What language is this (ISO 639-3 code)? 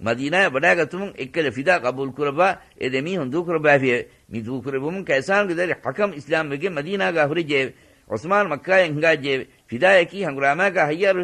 div